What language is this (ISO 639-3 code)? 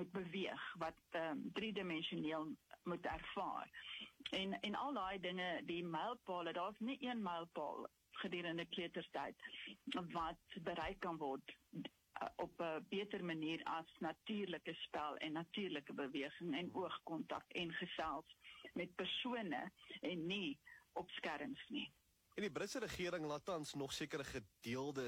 afr